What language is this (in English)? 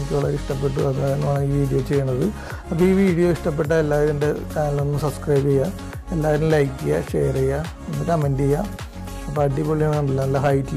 Malayalam